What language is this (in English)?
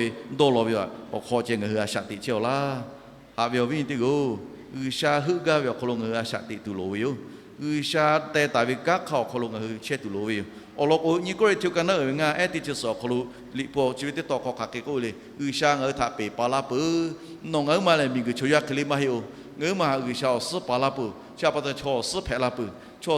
Lahu